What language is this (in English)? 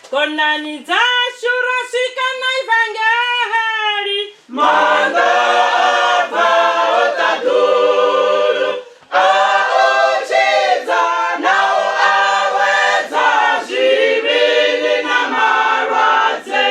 Venda